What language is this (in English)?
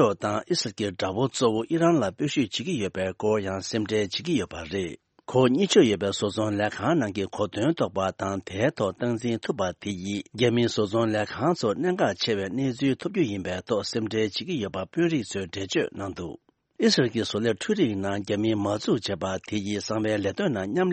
Tibetan